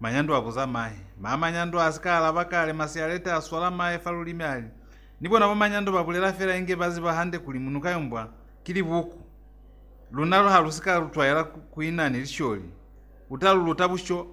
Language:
Lozi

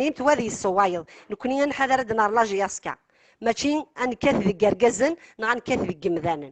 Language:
Kabyle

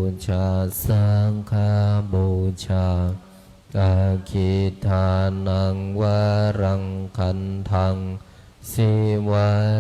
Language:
Pali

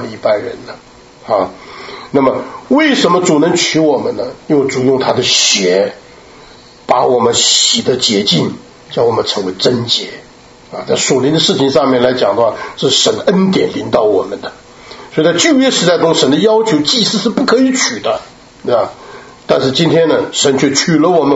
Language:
Chinese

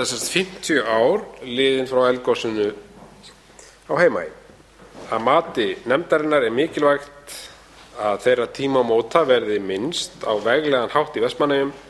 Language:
Icelandic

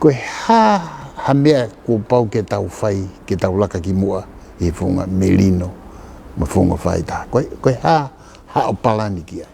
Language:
Tongan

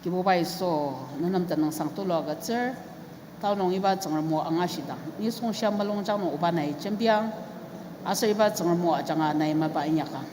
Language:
Ao Naga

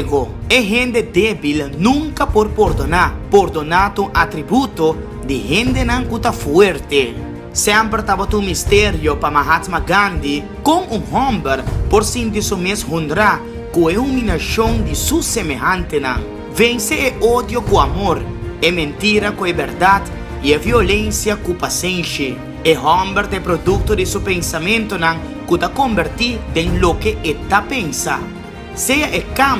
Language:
Papiamento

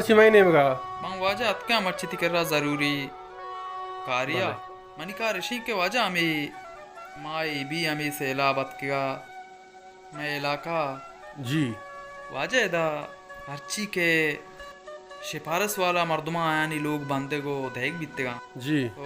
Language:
Baluchi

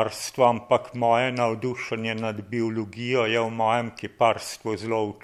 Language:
Slovenian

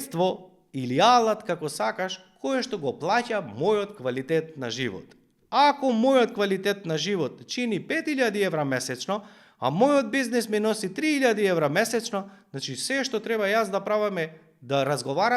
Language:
Macedonian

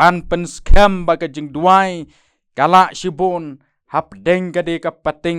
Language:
Khasi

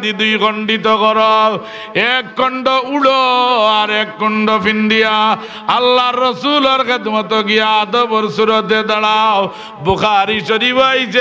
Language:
Sylheti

